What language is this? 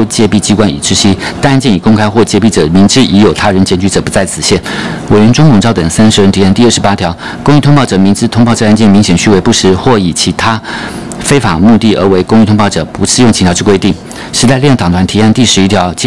Chinese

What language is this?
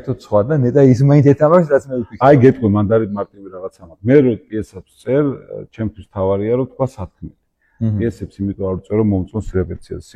Georgian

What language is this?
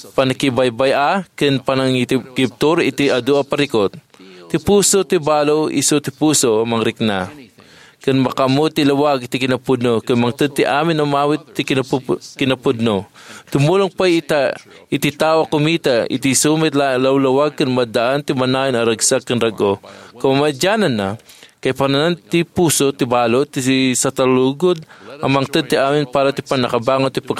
Iloko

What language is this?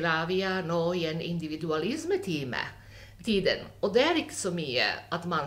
Norwegian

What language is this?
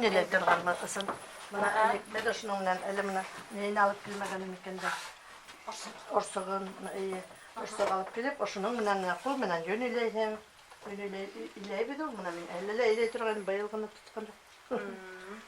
Bashkir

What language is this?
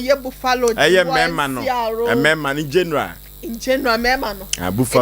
Akan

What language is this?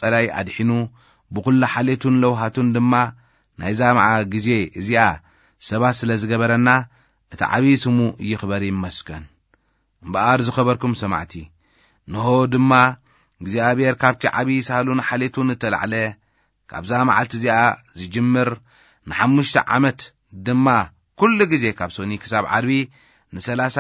Tigrinya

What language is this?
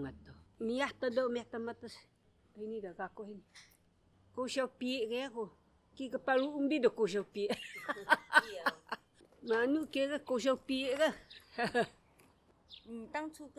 Taroko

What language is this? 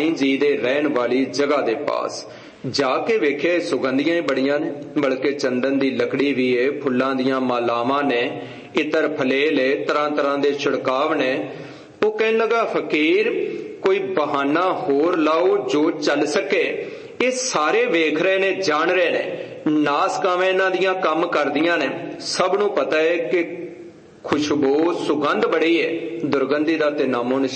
Punjabi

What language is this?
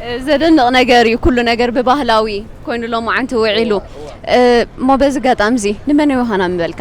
Tigrinya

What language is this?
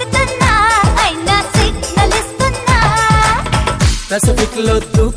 Telugu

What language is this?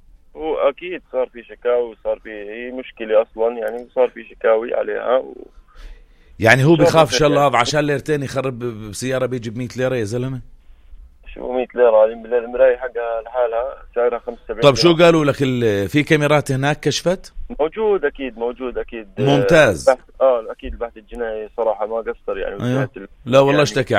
North Levantine Arabic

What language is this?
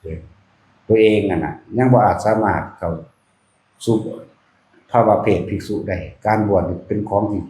Northeastern Thai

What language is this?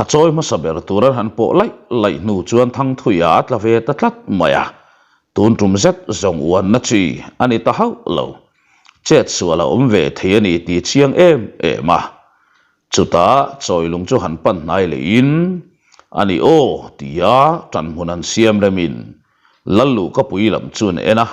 Mizo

